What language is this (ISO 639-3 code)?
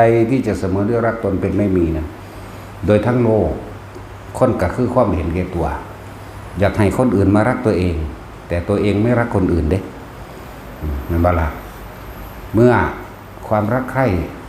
tts